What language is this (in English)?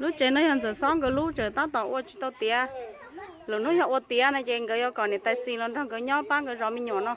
Hmong